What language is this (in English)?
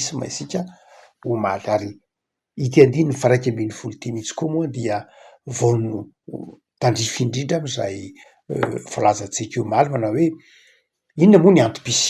Malagasy